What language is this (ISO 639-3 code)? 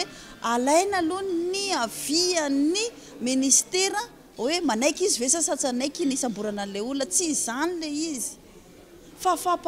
mlg